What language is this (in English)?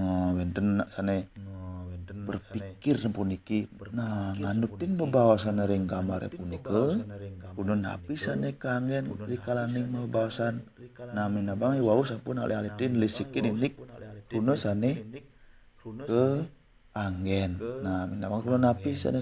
Balinese